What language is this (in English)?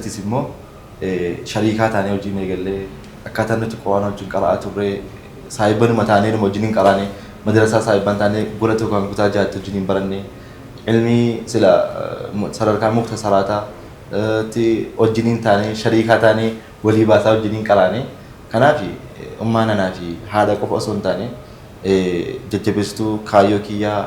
Oromo